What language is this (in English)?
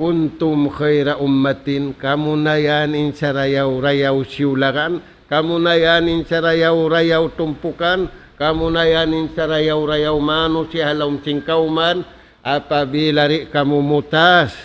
Tausug